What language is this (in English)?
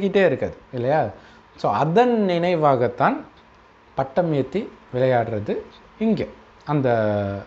Tamil